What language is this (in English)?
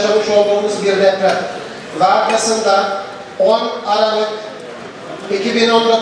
Turkish